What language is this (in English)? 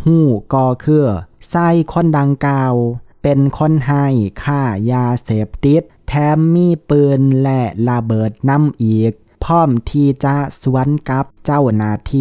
Lao